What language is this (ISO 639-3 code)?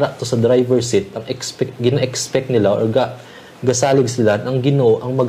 hil